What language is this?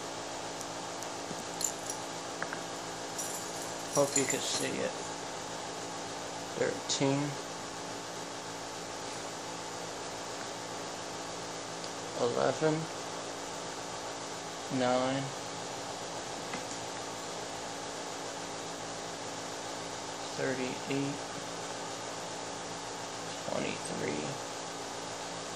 English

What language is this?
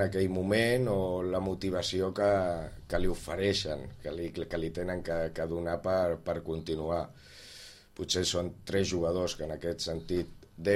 Catalan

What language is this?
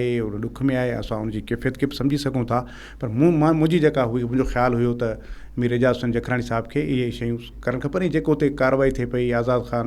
Sindhi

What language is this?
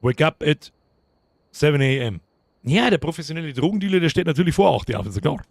Bavarian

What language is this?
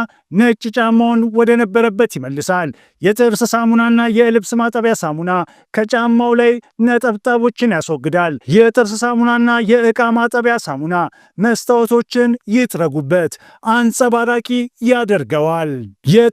Amharic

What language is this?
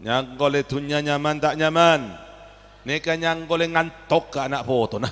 Madurese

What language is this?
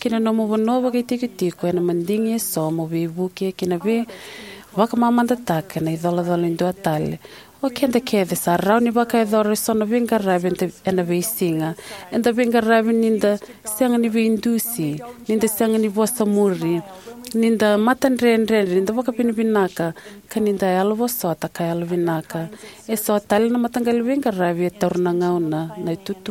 Fijian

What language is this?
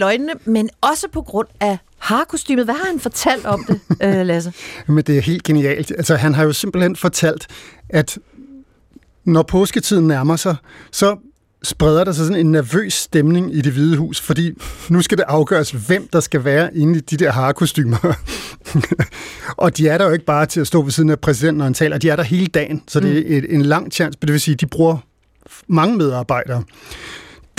Danish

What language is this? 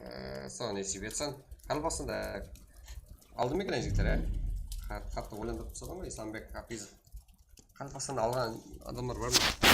Kara-Kalpak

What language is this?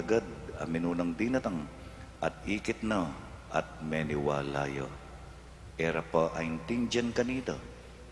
Pampanga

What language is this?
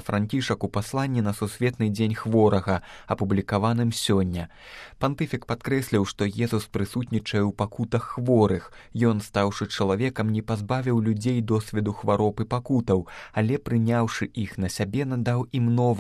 Belarusian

